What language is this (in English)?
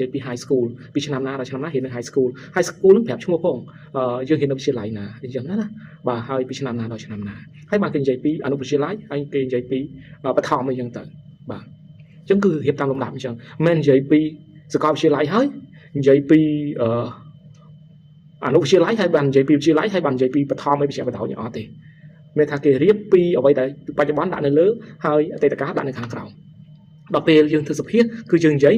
Khmer